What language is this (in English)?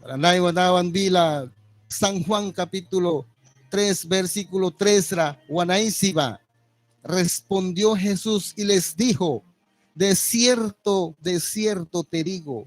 Mískito